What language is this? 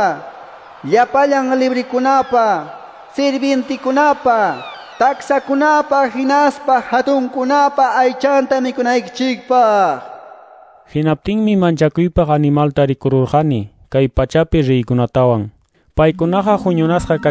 Ayacucho Quechua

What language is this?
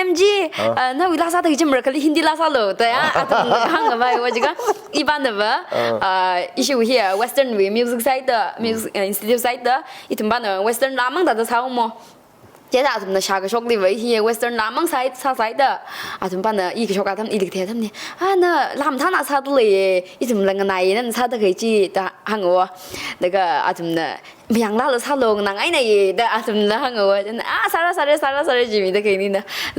Tangkhul Naga (India)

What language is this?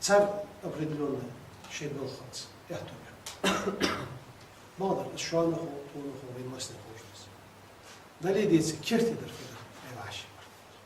Ingush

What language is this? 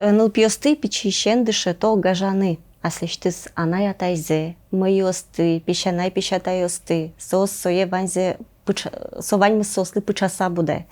Udmurt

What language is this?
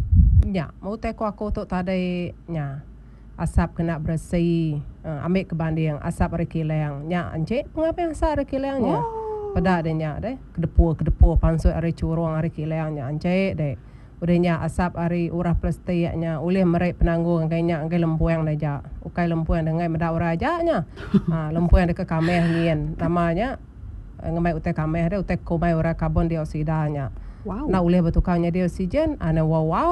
Iban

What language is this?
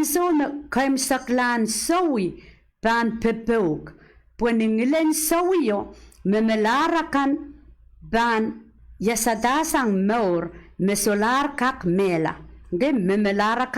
Pohnpeian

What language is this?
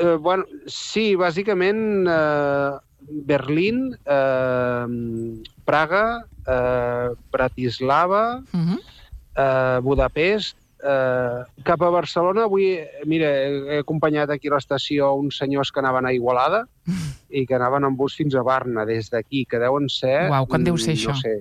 Catalan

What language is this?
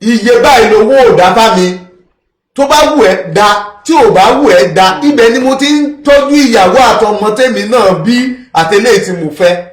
Yoruba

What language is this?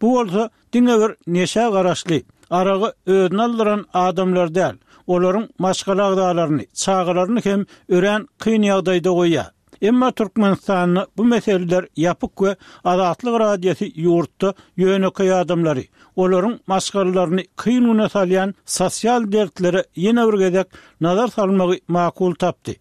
Turkmen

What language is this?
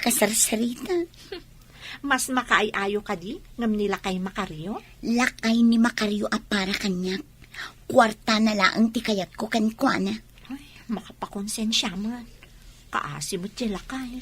Iloko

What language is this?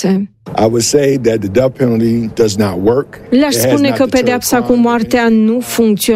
Romanian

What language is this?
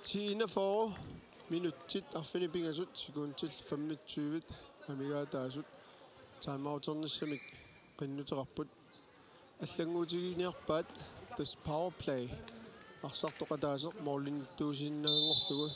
Kalaallisut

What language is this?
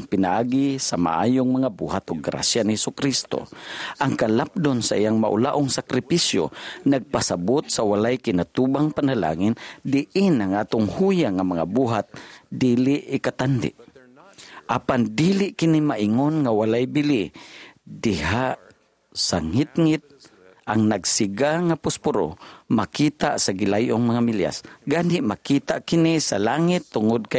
Cebuano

